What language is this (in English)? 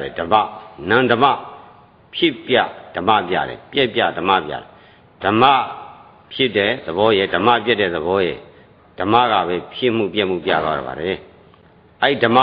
Burmese